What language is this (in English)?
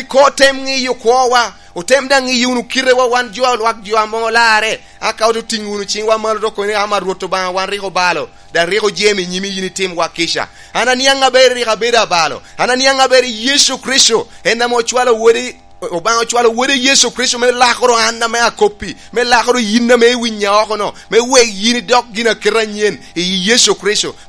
Lango (Uganda)